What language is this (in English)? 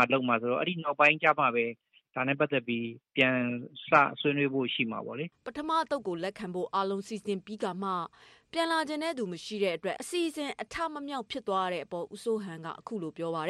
Burmese